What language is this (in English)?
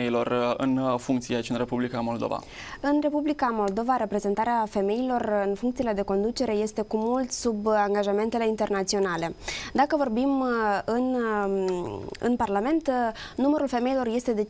Romanian